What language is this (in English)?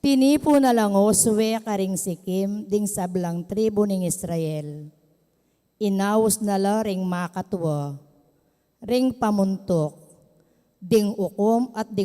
Pampanga